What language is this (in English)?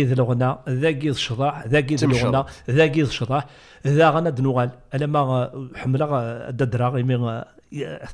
Kabyle